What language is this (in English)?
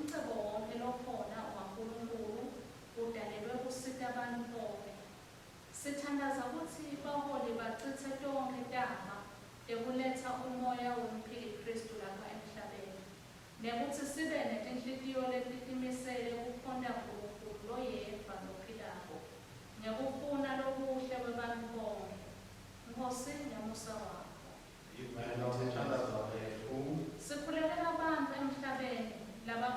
Swati